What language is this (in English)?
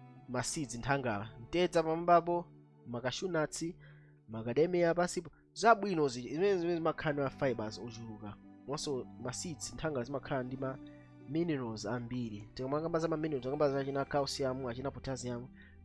Nyanja